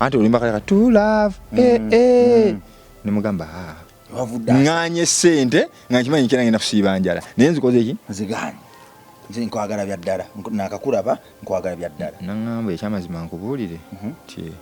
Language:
Ganda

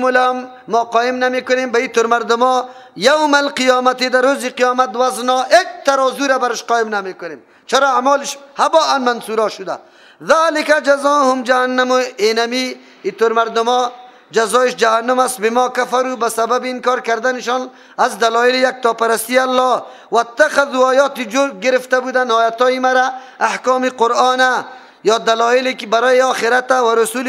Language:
Persian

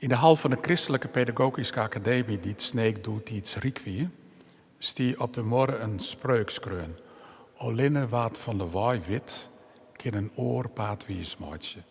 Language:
Western Frisian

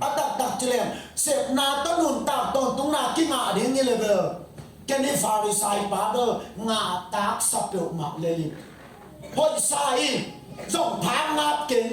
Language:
Tedim Chin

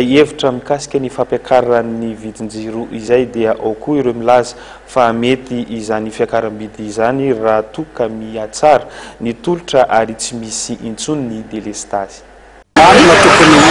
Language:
Malagasy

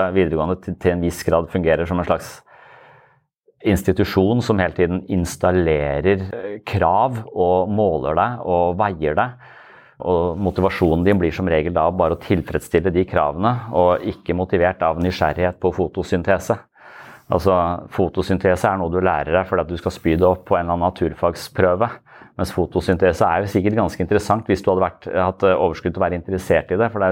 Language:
Norwegian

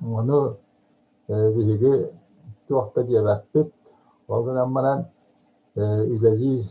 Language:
Yakut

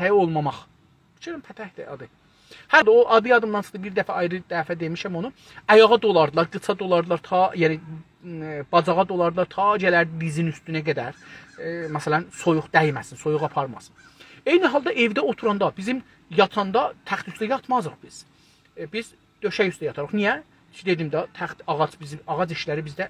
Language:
South Azerbaijani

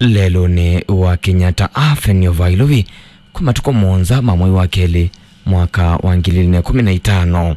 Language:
Kamba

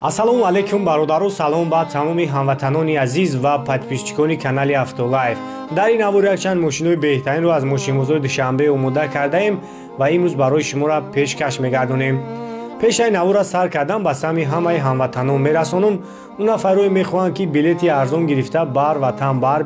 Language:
Tajik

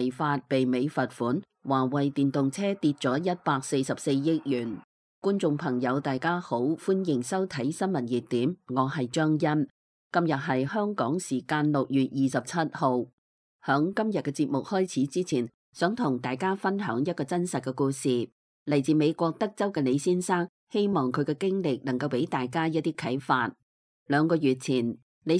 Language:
Cantonese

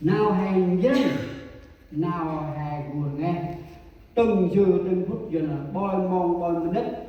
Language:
Central Mnong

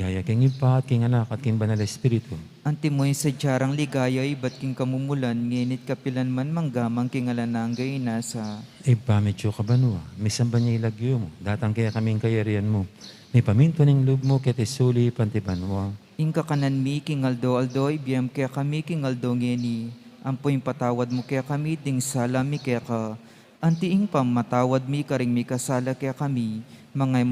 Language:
Pampanga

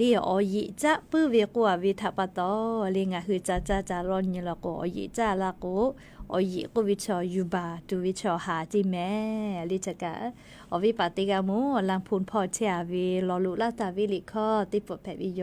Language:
Lahu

